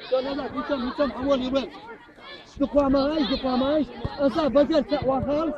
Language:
Chechen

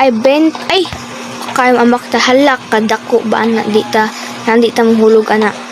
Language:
Cebuano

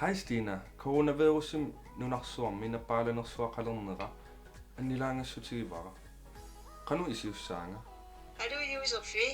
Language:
Kalaallisut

